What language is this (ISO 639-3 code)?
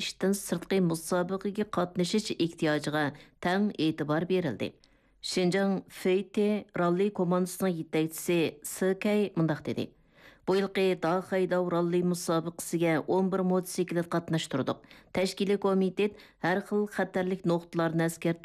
uig